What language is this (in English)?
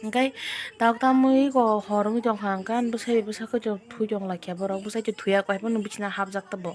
Kok Borok